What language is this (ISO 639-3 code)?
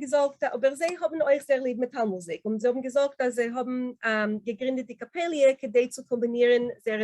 yid